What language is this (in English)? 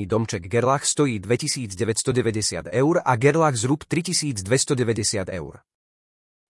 Slovak